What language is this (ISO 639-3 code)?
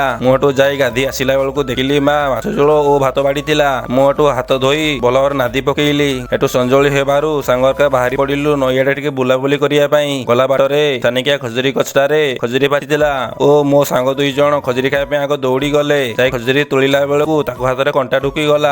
ori